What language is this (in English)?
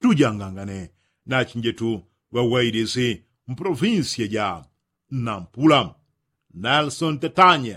Yao